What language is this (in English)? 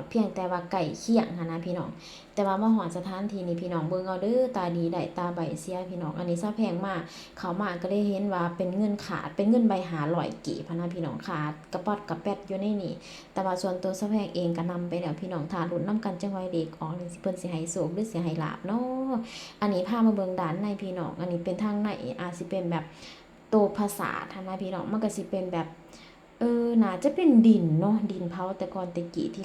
Lao